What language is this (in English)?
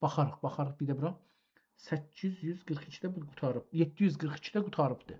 South Azerbaijani